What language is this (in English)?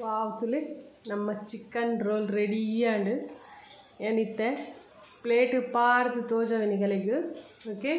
Tulu